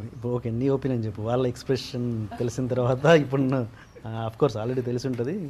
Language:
Telugu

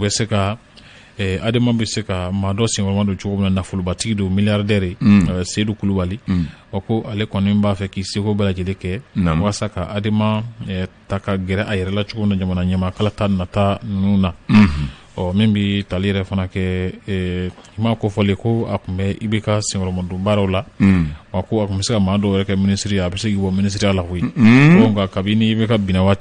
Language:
Bambara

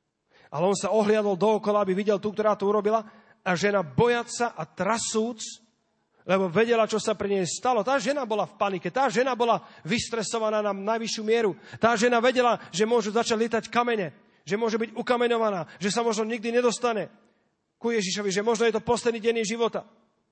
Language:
Slovak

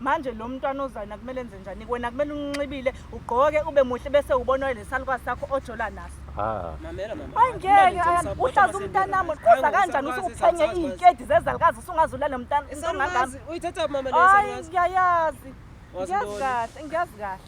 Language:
Zulu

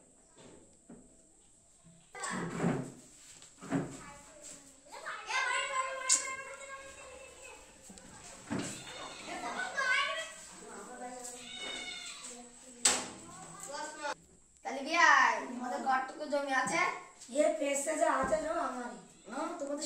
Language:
Bangla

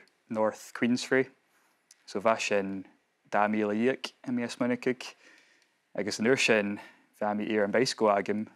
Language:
Scottish Gaelic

